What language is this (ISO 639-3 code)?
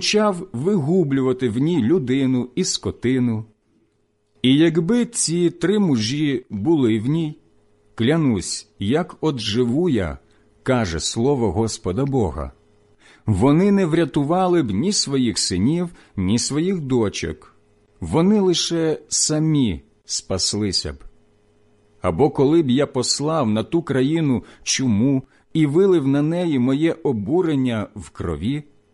ukr